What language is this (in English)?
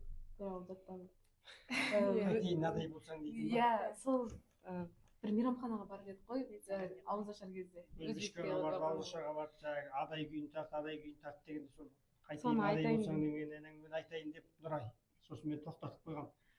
Kazakh